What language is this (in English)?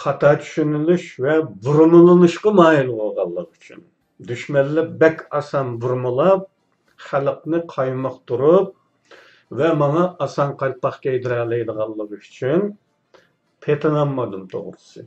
Uyghur